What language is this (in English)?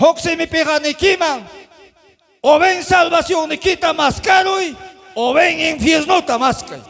Ayacucho Quechua